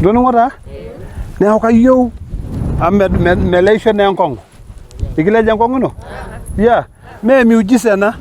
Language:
Masai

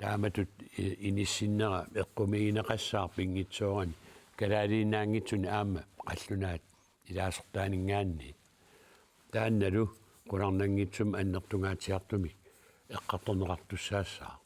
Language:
Kalaallisut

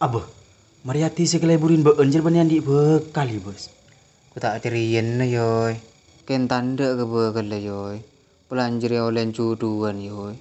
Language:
Madurese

